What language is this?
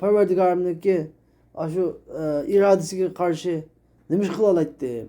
Uyghur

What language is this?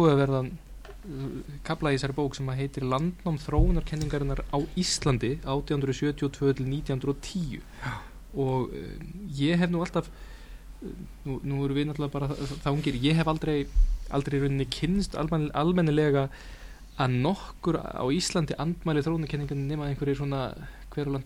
Icelandic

